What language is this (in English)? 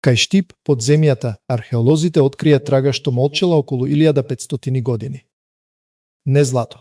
Macedonian